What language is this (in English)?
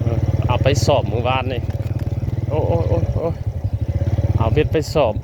Northeastern Thai